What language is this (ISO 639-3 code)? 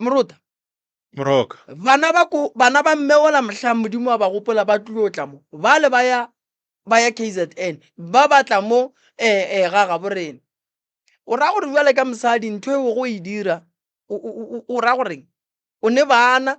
nso